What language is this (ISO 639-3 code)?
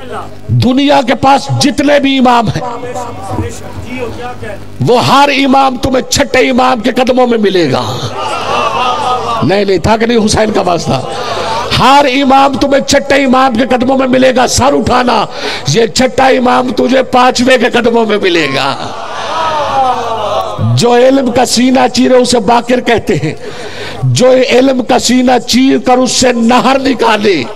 urd